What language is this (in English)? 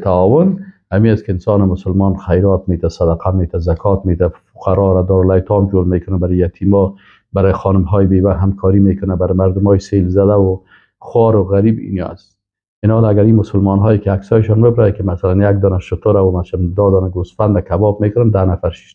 Persian